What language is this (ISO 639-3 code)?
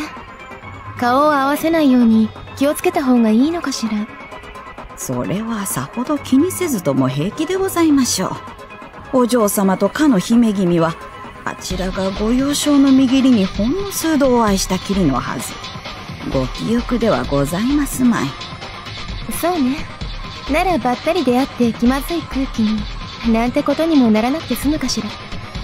jpn